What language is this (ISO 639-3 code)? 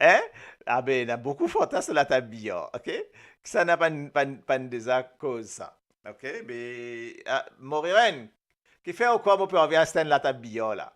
mfe